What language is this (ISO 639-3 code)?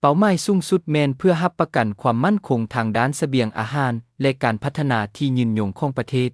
lao